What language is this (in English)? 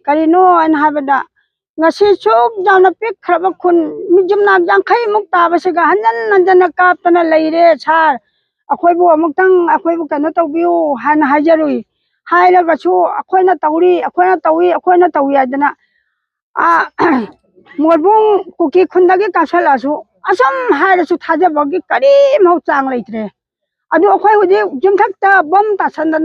Manipuri